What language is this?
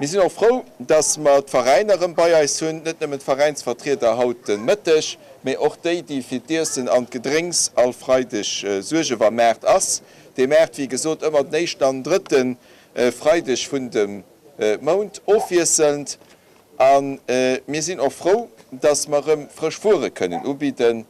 Luxembourgish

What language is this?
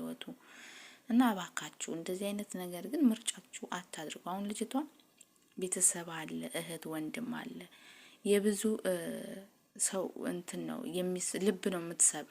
Amharic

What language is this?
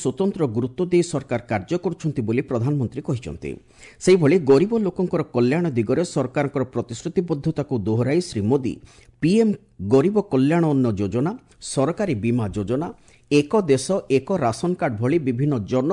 Odia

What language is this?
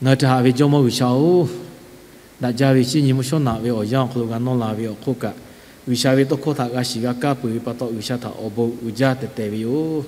Lahu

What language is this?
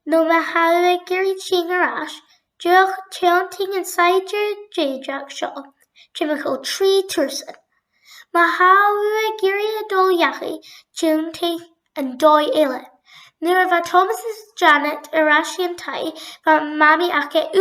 Scottish Gaelic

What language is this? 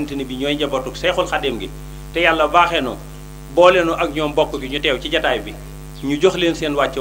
Wolof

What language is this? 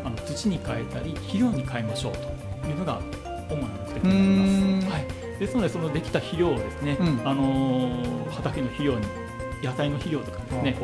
Japanese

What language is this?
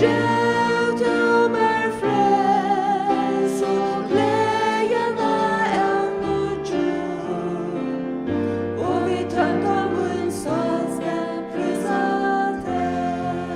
Faroese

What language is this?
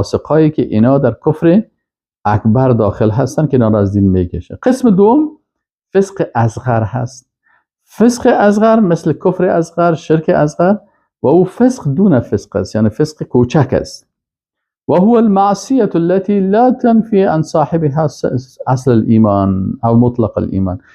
Persian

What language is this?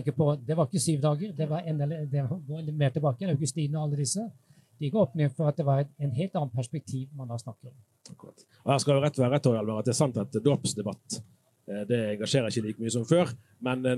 Norwegian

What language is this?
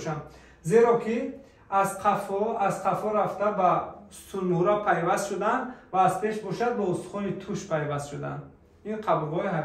Tajik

